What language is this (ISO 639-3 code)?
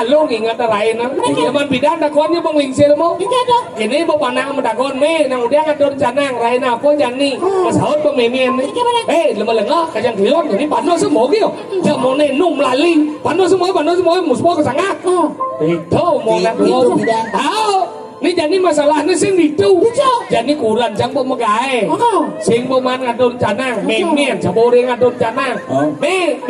ban